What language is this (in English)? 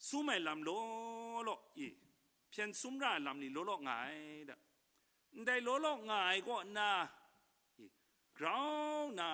Kachin